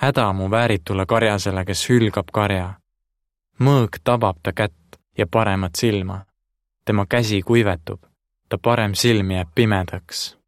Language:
Estonian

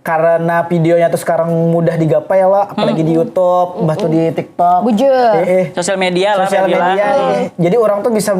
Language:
Banjar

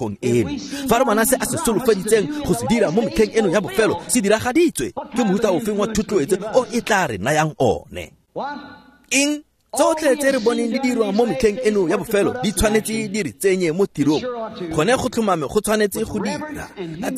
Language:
Tswana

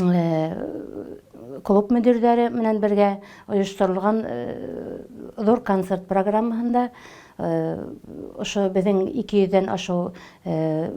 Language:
Bashkir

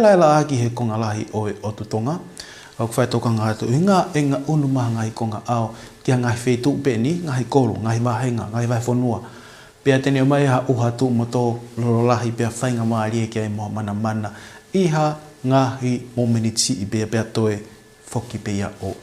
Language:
Tongan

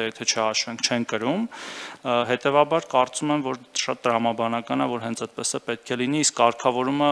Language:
Armenian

